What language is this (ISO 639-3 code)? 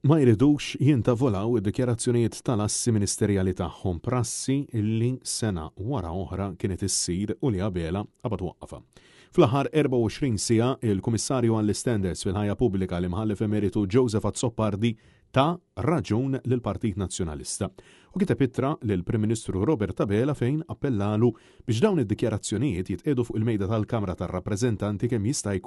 mlt